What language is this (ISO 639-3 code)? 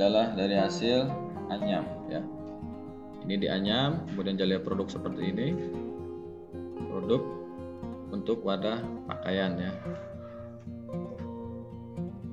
ind